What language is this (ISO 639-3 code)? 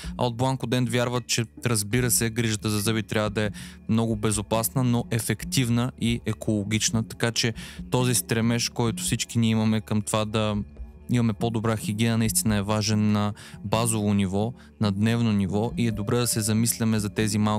bul